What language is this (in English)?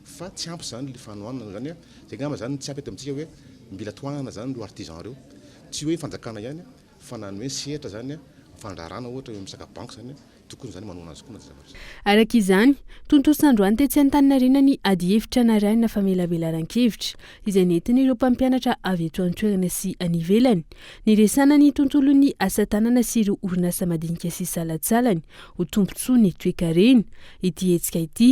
Malagasy